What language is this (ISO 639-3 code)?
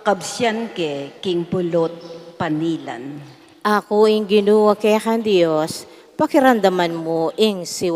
pam